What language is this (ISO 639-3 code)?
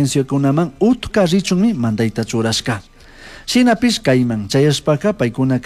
qug